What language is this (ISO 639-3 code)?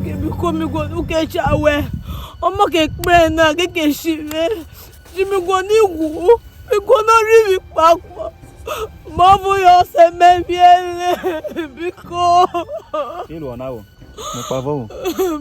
urh